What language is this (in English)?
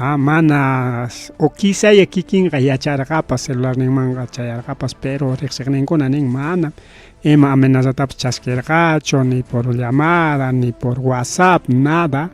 Ayacucho Quechua